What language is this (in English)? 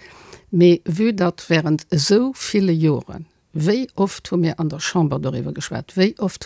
Luxembourgish